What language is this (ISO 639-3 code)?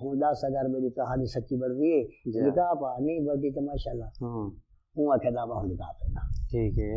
skr